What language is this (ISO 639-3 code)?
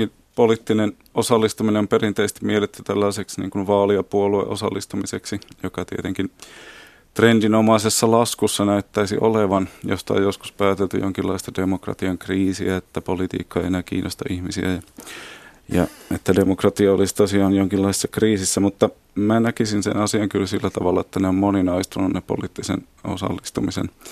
fin